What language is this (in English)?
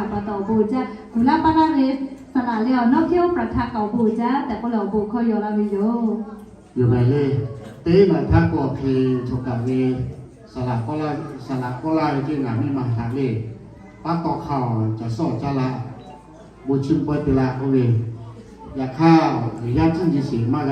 Lahu